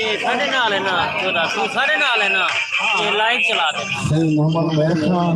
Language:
Saraiki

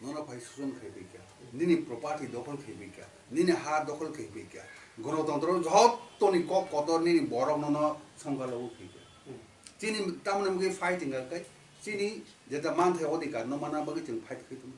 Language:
Kok Borok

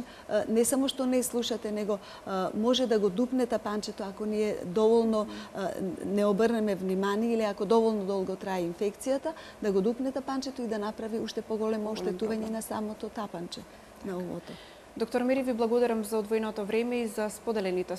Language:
Macedonian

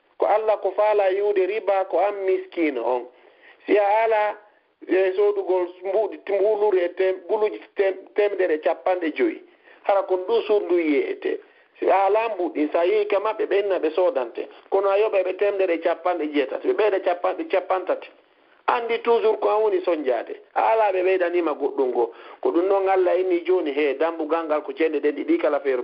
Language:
Fula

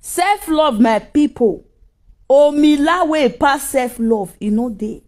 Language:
Nigerian Pidgin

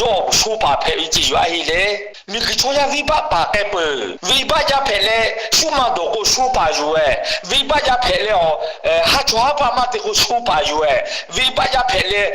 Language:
Lahu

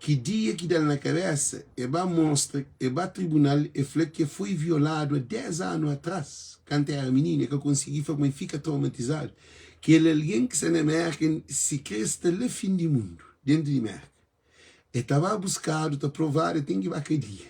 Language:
Kabuverdianu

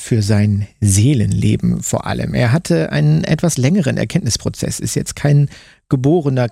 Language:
German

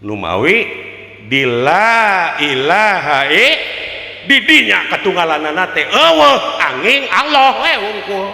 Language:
Sundanese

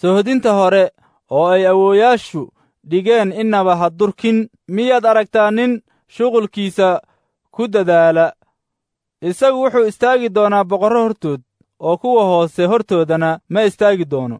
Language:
Somali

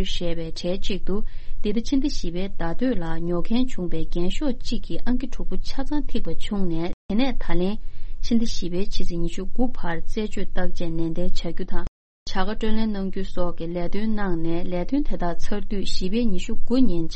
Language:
Tibetan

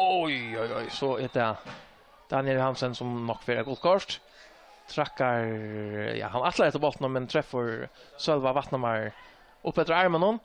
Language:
Faroese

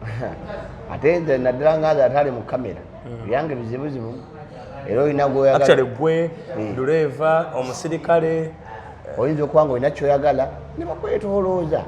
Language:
Ganda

